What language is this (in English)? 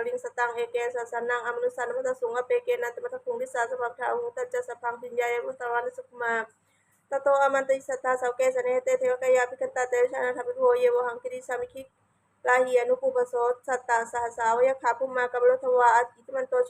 Pali